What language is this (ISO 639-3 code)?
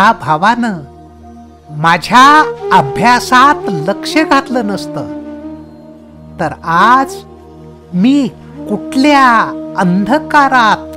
mar